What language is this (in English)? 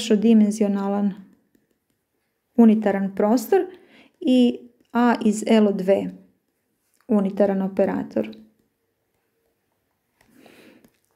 Croatian